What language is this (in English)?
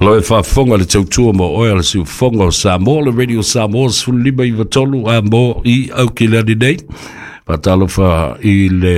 Samoan